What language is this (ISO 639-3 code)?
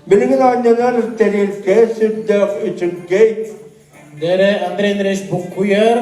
sah